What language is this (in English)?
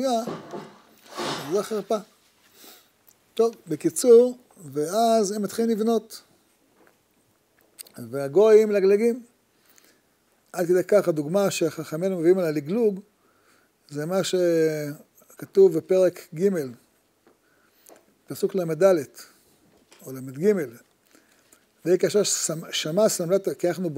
Hebrew